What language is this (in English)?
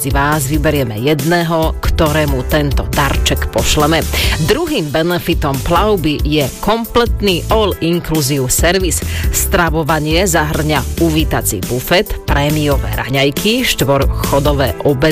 Slovak